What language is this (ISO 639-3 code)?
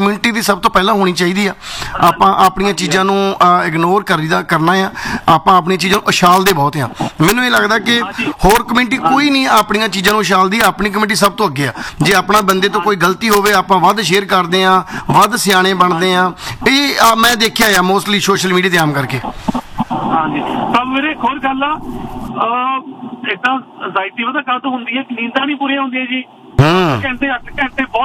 pan